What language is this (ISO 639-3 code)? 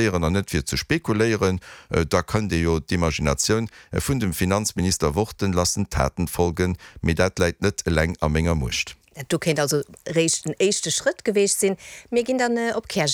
ltz